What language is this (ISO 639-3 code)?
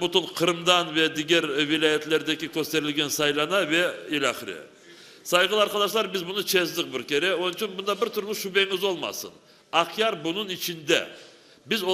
crh